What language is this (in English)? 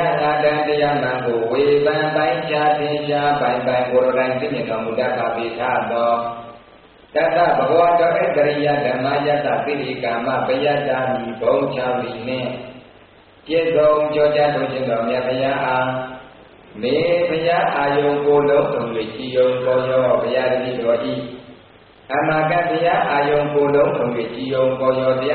Burmese